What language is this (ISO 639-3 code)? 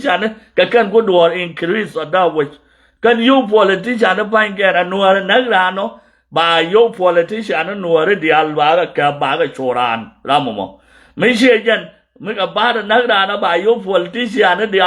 nus